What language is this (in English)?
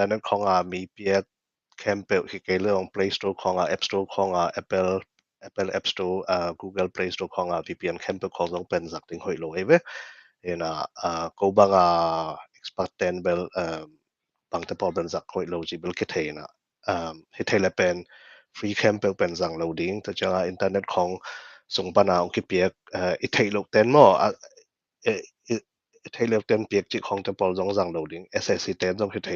Tedim Chin